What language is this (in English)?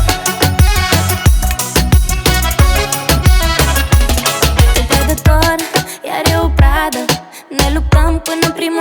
Romanian